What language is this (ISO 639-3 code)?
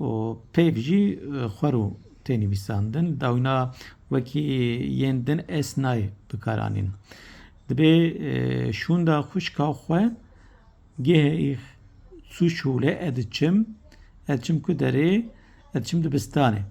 kur